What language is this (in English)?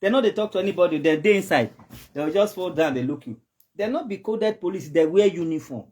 Nigerian Pidgin